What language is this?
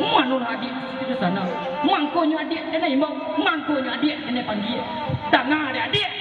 Minangkabau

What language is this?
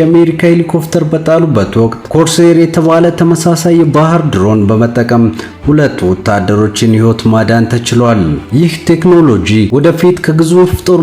Amharic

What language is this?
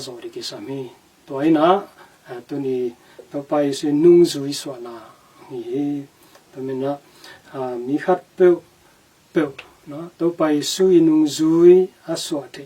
Tedim Chin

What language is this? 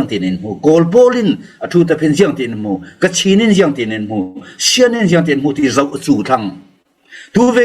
Falam Chin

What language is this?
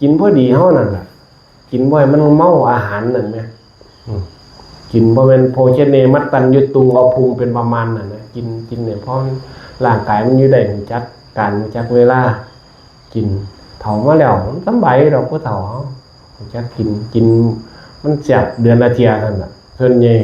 Northeastern Thai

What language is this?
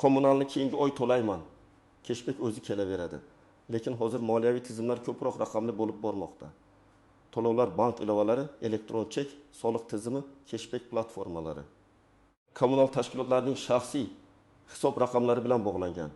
Uzbek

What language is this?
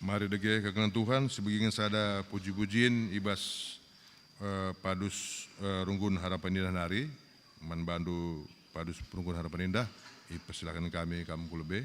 Batak Karo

